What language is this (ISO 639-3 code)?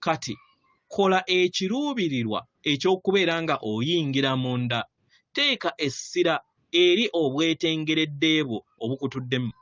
lug